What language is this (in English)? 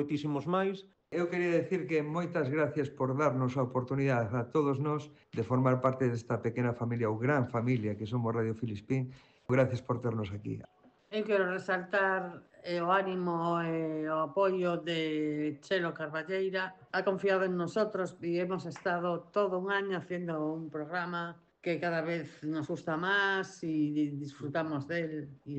Galician